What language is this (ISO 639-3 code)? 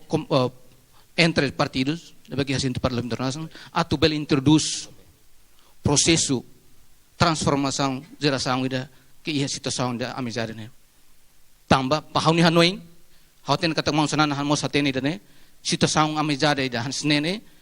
tet